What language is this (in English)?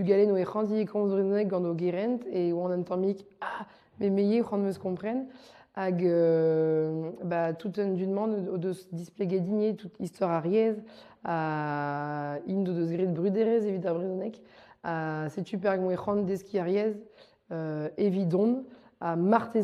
Breton